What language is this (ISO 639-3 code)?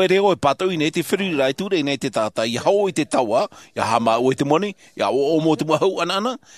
tah